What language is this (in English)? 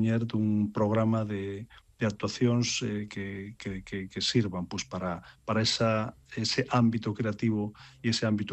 Galician